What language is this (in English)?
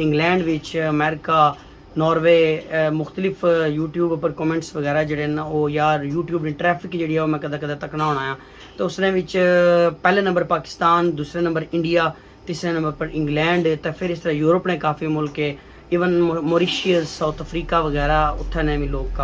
Pahari-Potwari